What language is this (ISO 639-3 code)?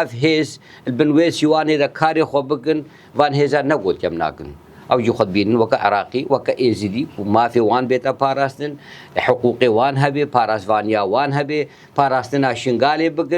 kur